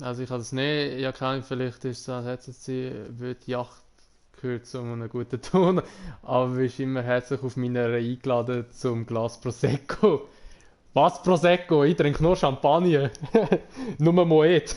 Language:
Swiss German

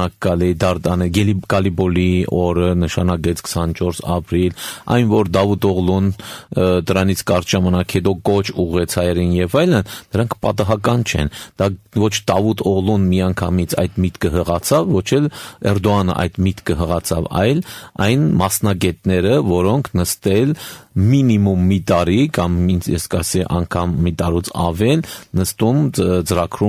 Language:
Armenian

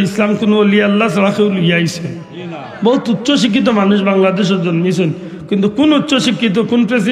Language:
Sylheti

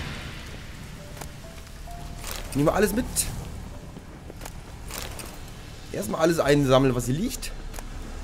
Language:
German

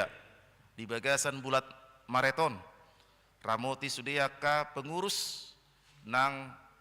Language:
Batak Toba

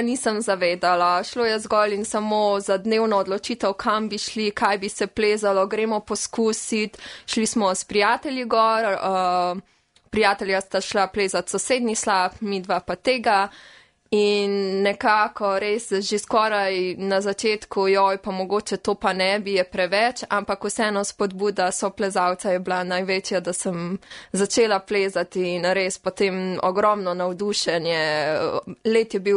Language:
Slovenian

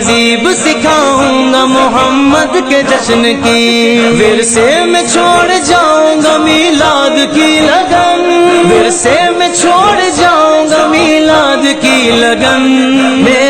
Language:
Urdu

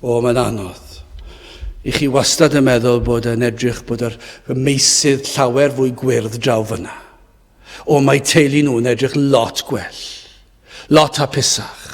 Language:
Welsh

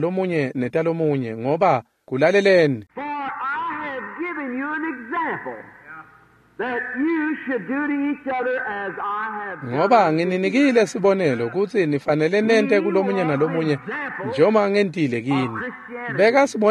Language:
Swati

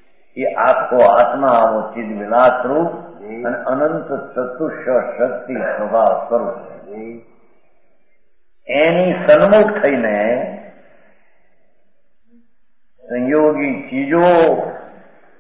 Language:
Gujarati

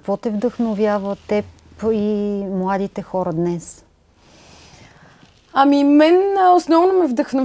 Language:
Bulgarian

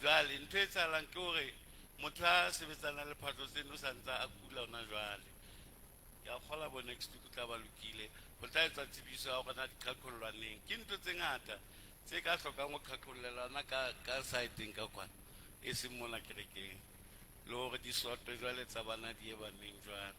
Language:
Southern Sotho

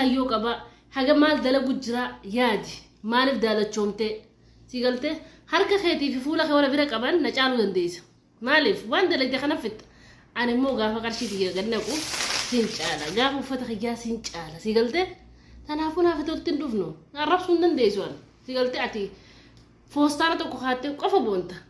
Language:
Oromo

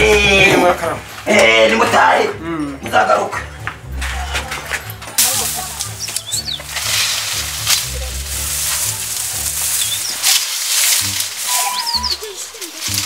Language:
Kinyarwanda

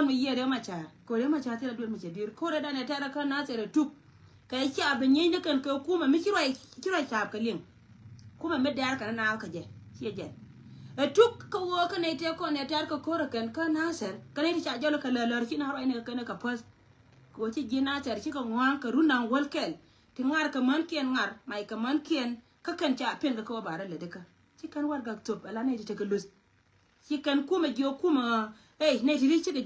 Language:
Nuer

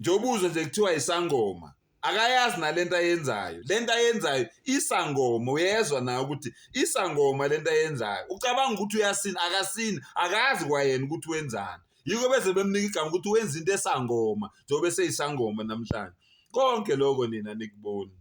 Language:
Zulu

